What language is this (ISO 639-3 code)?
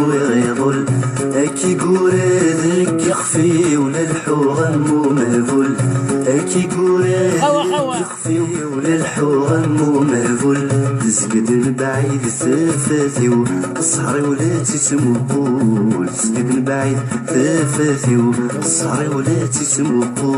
kab